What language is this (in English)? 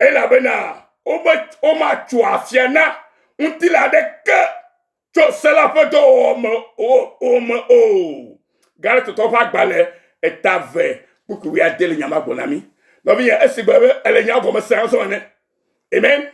Ewe